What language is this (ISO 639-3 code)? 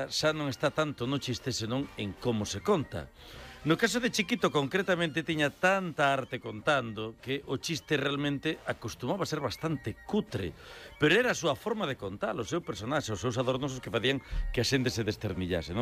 glg